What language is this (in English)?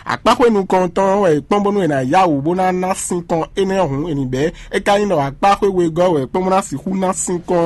Fon